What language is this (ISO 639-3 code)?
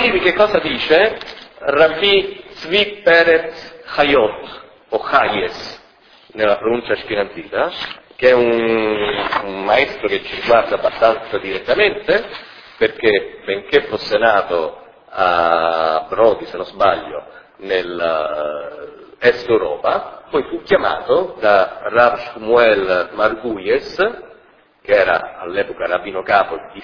ita